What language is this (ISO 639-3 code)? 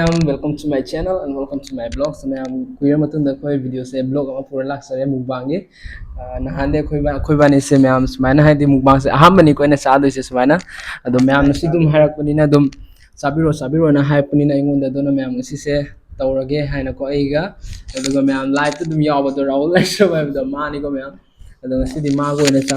mni